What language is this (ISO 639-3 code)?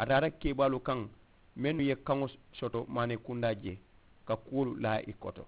man